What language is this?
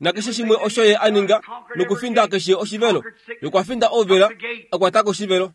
Kuanyama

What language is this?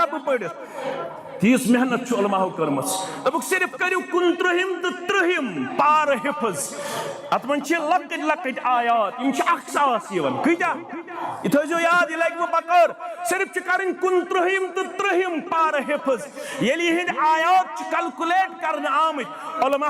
Kashmiri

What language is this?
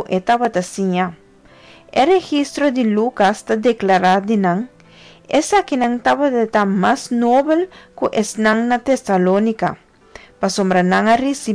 Papiamento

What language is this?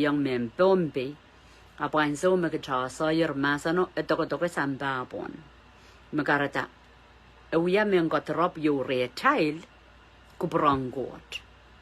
Pohnpeian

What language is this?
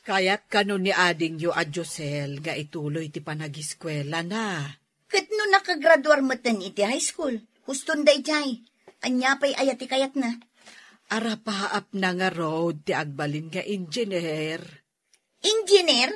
Iloko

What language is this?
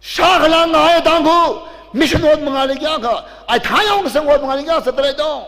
Tangkhul Naga (India)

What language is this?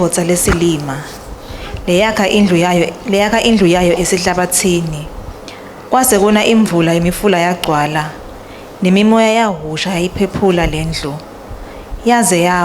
Swati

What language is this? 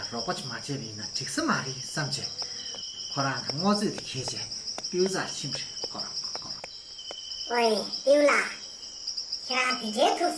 Tibetan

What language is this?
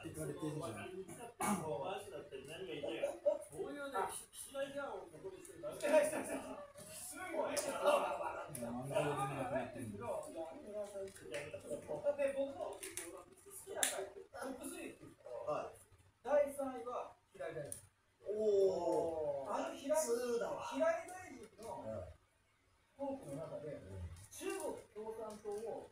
Japanese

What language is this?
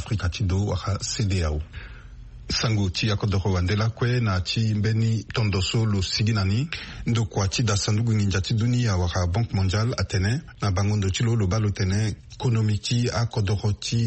Sango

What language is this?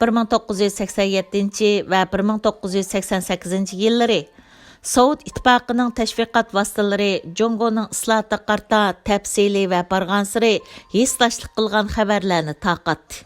Uyghur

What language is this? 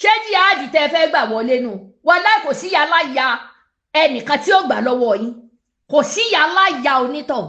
Yoruba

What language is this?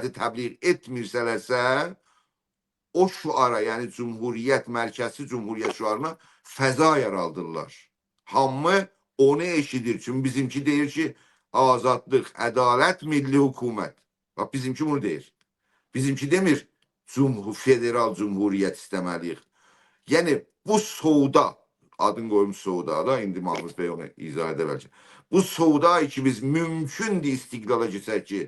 South Azerbaijani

